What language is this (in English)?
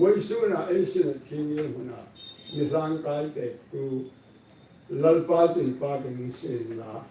Hmar